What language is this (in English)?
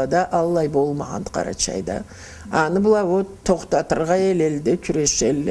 Karachay-Balkar